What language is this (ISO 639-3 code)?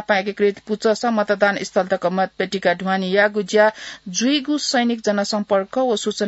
new